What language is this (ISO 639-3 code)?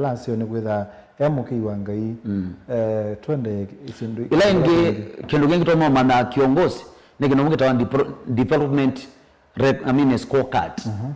kam